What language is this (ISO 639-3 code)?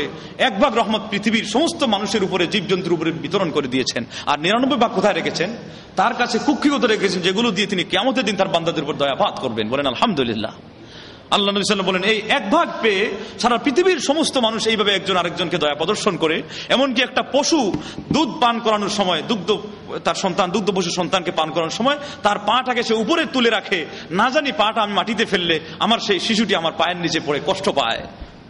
ben